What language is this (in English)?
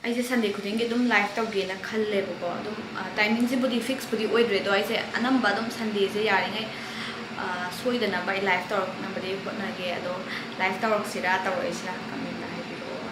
Manipuri